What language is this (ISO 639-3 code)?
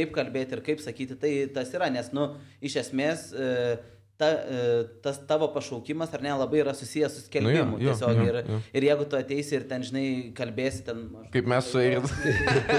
lit